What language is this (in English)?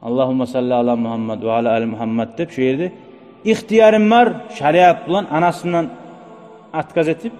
Kumyk